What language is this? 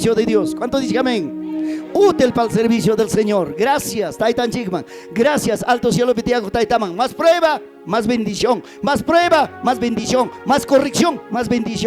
Ayacucho Quechua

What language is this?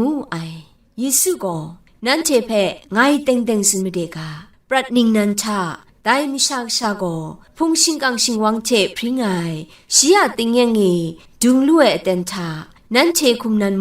Kachin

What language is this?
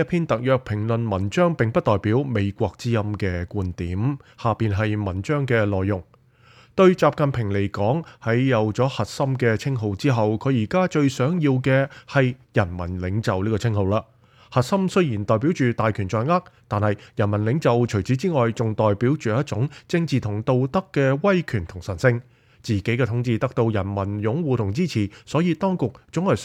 Cantonese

